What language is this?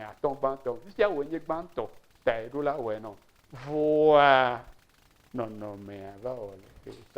Ewe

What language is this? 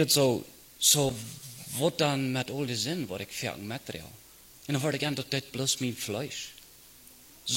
Plautdietsch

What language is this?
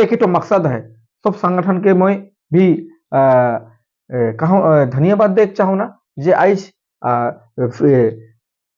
Sadri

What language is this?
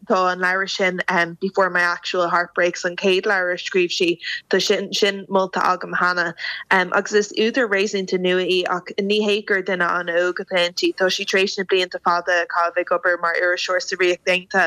Irish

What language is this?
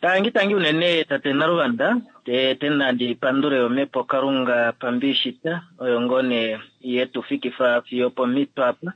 Kuanyama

